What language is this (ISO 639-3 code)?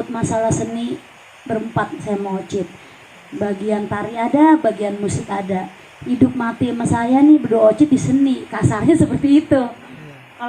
bew